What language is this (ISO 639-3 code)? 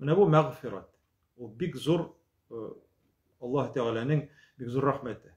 tat